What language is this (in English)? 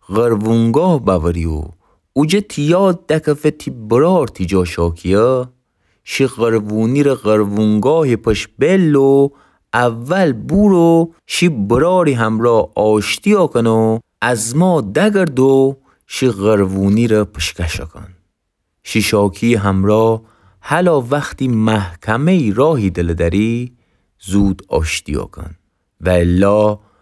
Gilaki